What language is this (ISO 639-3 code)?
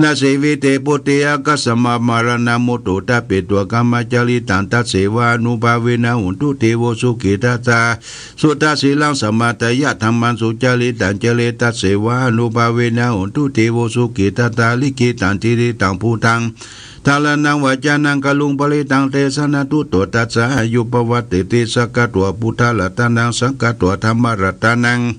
pli